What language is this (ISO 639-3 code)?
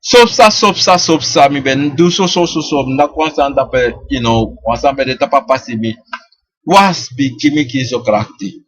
srn